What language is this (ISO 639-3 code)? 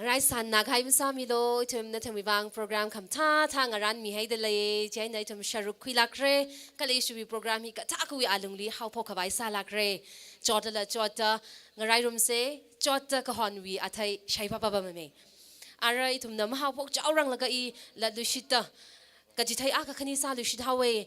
nmf